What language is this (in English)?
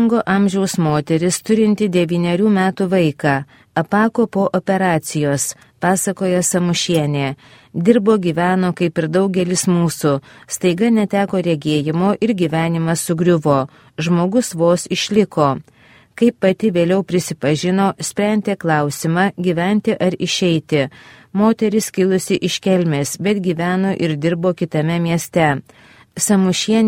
Lithuanian